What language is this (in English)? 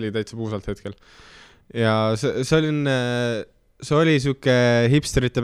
Estonian